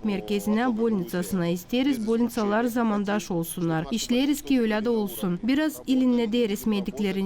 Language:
Gagauz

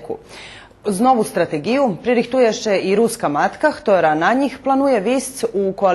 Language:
Rusyn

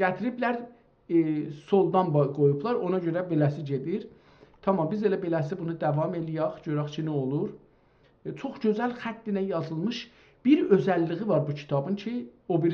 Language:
South Azerbaijani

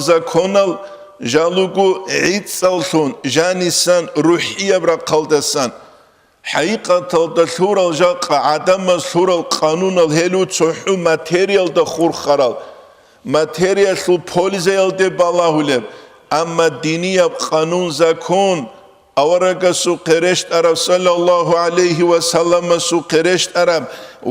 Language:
Avaric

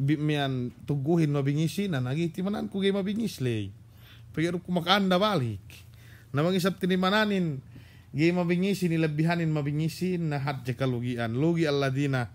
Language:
Yakan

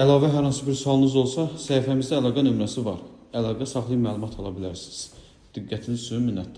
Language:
Azerbaijani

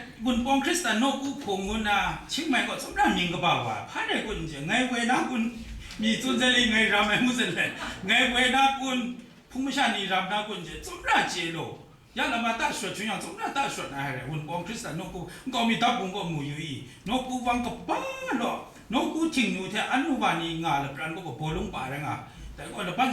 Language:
Kachin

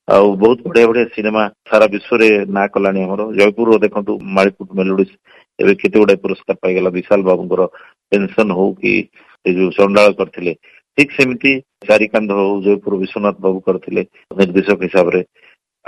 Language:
Odia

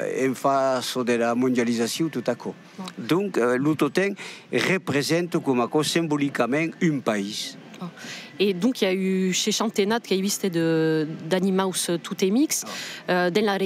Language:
Occitan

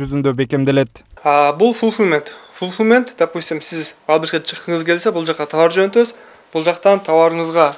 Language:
Kyrgyz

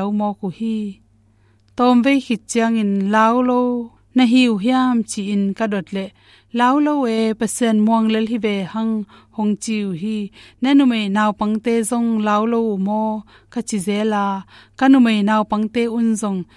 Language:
Tedim Chin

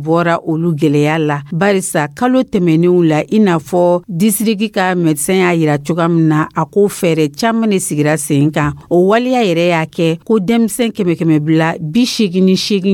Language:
Dyula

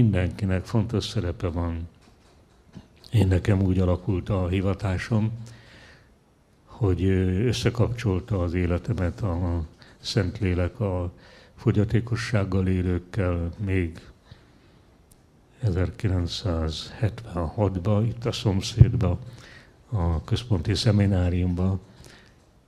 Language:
Hungarian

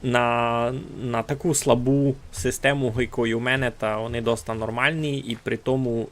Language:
Rusyn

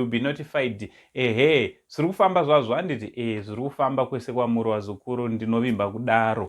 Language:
Shona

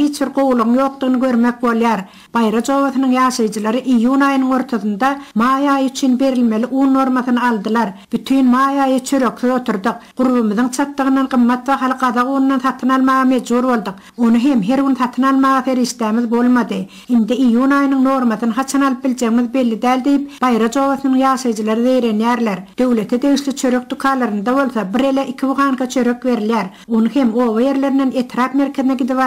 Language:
Turkmen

